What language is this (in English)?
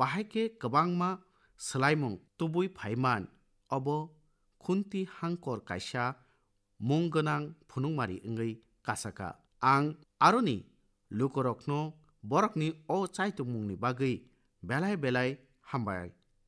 Kok Borok